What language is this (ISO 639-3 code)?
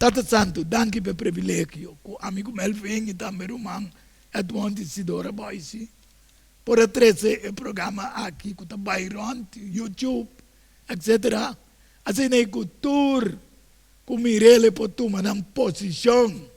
pap